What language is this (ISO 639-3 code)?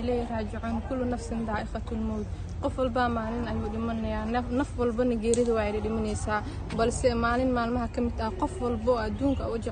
som